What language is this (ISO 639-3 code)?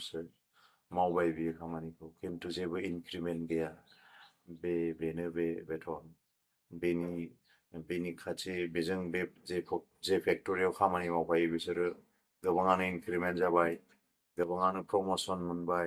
brx